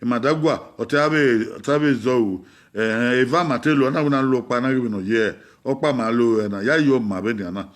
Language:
Bini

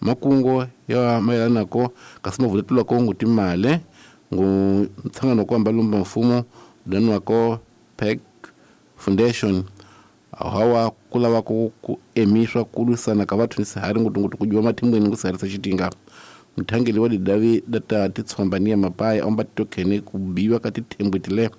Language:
Tsonga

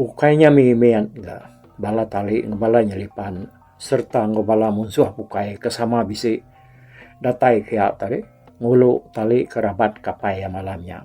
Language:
Iban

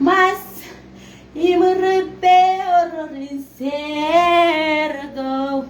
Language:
Marshallese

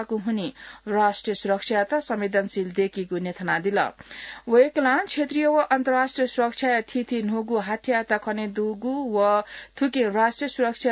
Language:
Newari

